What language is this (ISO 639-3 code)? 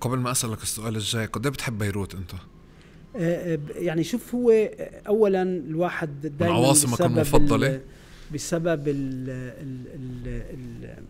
apc